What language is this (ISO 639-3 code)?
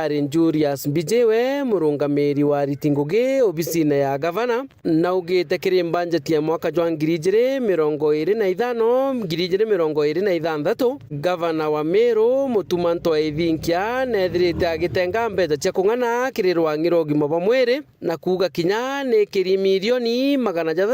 mer